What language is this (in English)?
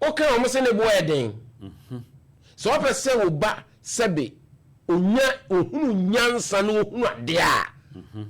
Akan